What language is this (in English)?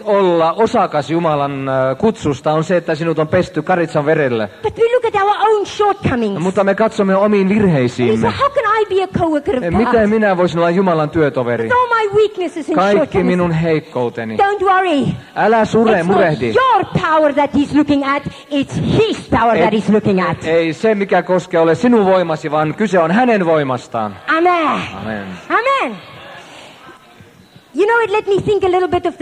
Finnish